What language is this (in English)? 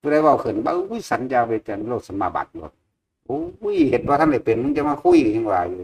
Northeastern Thai